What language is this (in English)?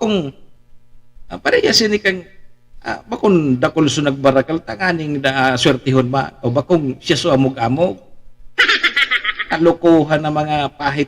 Bikol